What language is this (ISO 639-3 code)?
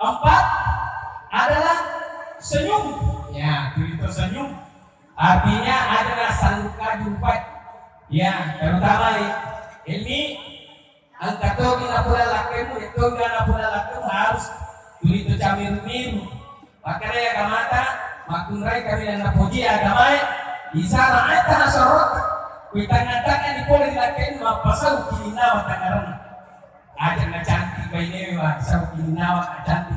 bug